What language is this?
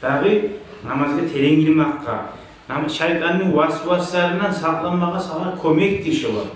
Kumyk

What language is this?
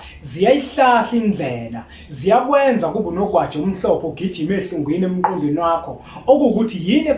Zulu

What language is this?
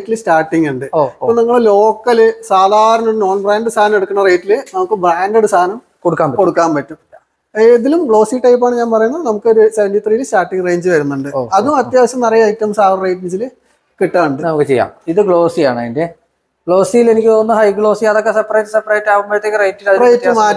Malayalam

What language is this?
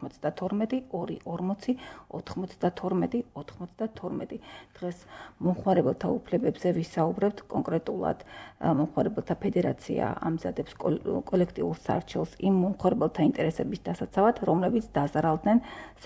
Georgian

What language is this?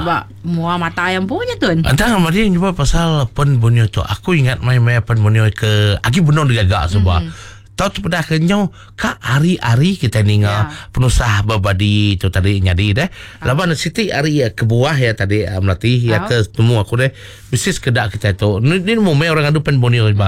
Iban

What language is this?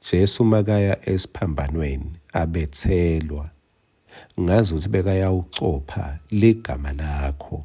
Swati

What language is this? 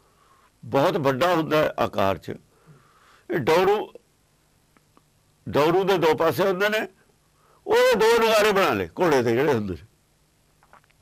Punjabi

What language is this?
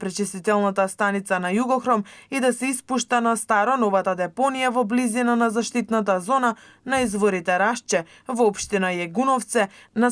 Macedonian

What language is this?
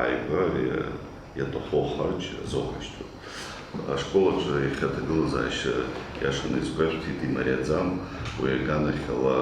Abkhazian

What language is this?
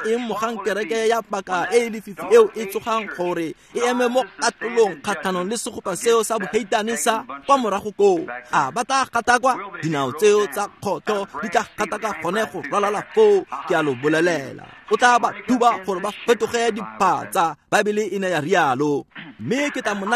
Tswana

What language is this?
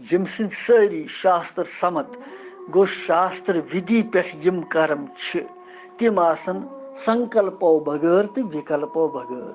Kashmiri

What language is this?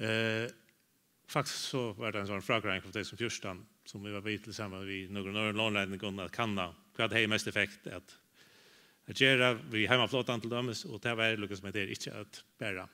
Faroese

